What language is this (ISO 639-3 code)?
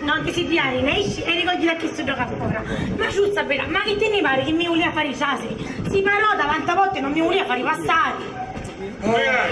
scn